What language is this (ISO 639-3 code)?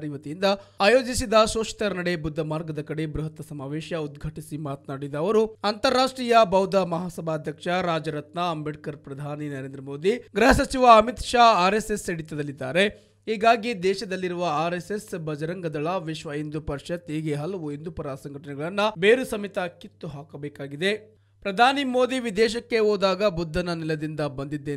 kan